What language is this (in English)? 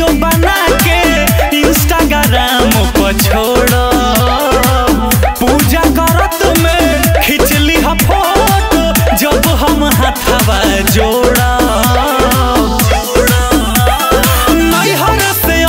Bhojpuri